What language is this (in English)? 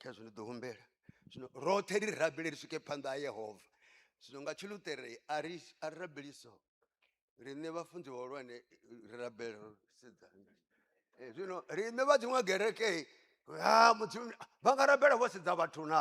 Venda